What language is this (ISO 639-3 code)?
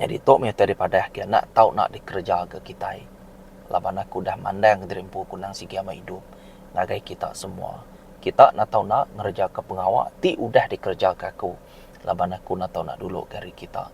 iba